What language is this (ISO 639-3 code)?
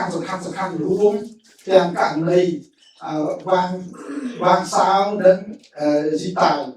khm